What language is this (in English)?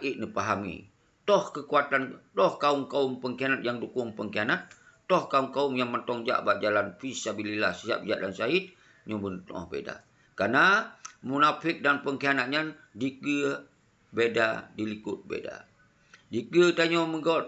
Achinese